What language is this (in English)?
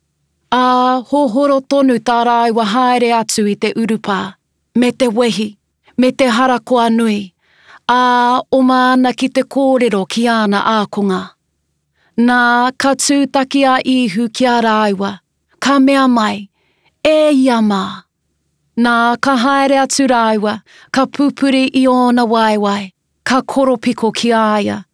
Māori